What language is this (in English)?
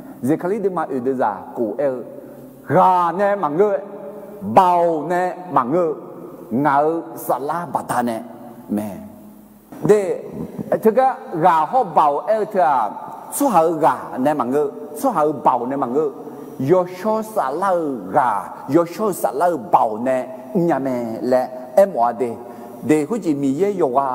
Akha